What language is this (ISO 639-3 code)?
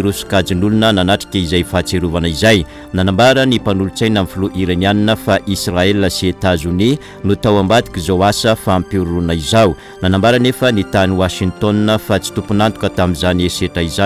mlg